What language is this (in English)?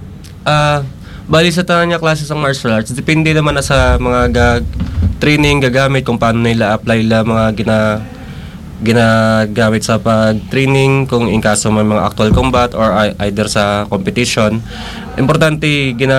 Hiligaynon